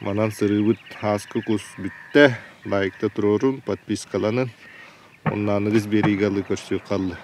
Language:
Yakut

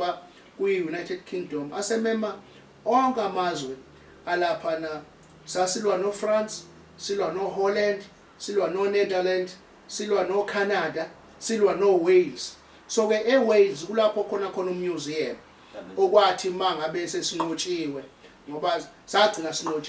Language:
Zulu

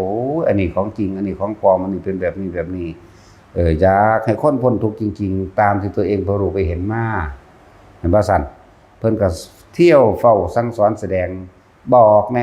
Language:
Northeastern Thai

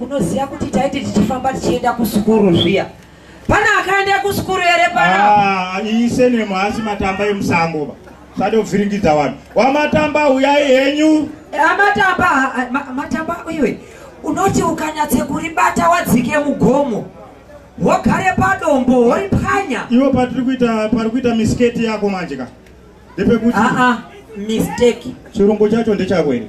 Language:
Shona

